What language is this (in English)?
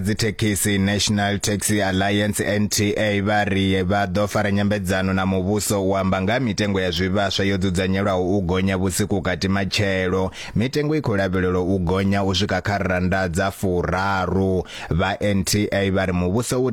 Venda